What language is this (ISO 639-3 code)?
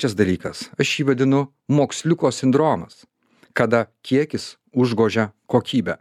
lit